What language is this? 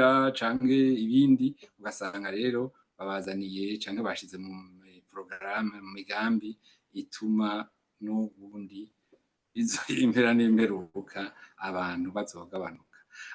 Rundi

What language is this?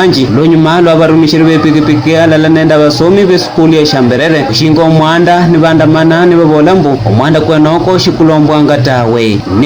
Luyia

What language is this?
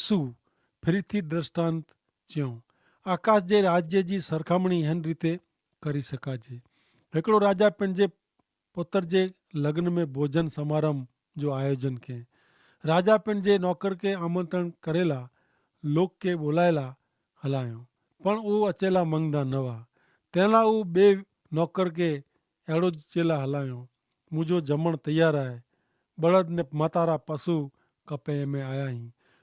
Kachhi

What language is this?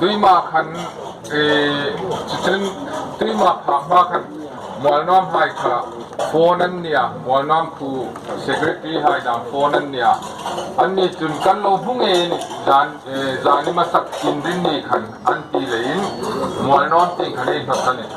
Hmar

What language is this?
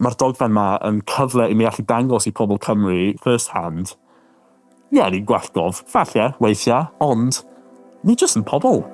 Welsh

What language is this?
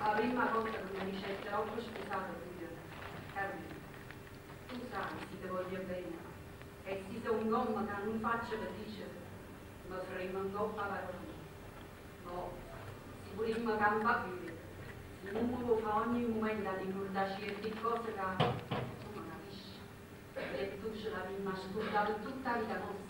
Neapolitan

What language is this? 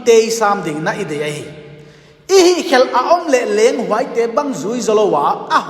Paite Chin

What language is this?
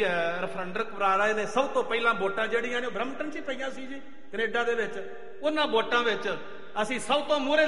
Punjabi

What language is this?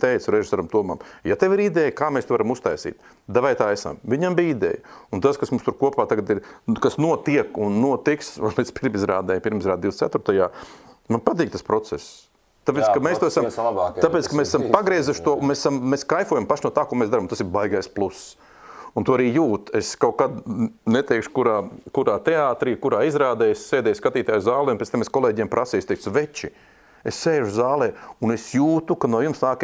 Latvian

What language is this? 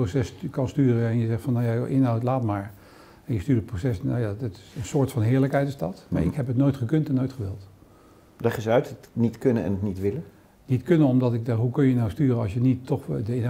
Dutch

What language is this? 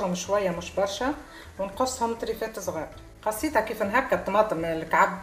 Tunisian Arabic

